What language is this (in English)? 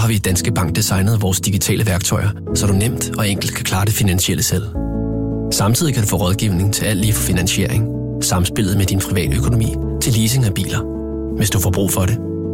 Danish